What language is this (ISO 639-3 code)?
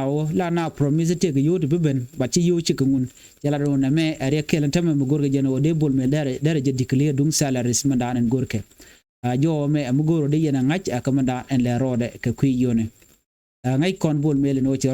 nus